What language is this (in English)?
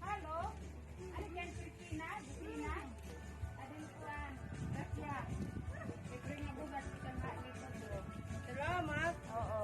Waray